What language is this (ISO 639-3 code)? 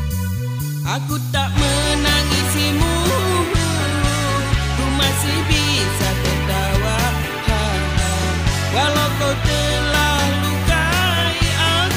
ind